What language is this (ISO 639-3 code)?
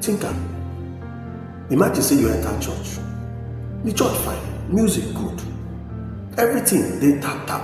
pcm